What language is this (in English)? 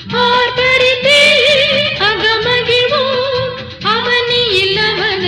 Tamil